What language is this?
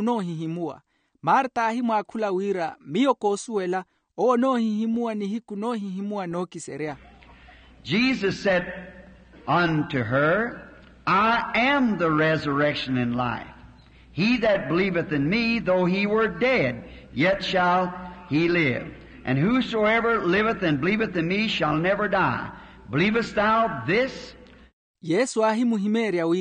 Makhuwa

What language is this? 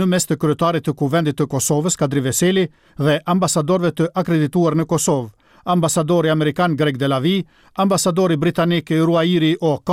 Albanian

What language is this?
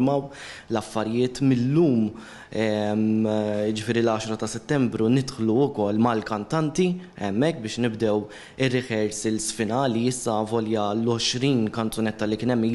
Maltese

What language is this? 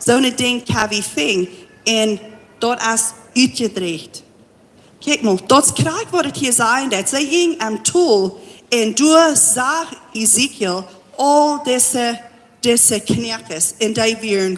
Plautdietsch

